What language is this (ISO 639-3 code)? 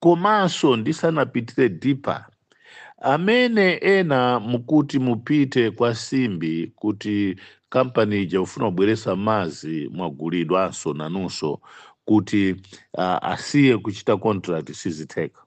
nya